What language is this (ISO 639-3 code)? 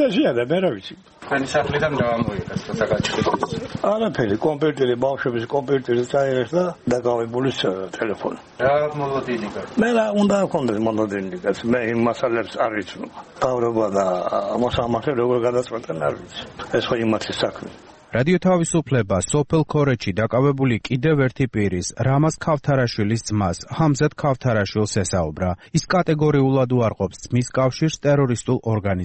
kat